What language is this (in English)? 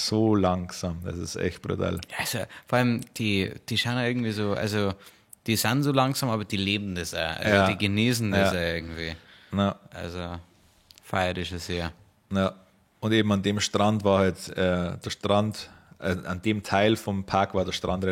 Bavarian